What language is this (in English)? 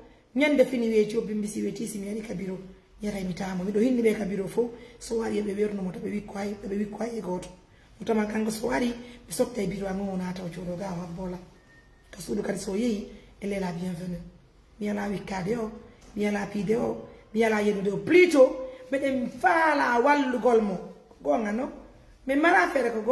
Pular